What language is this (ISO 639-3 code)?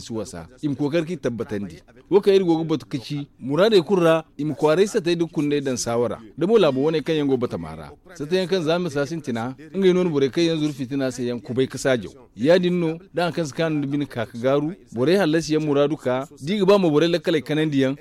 dje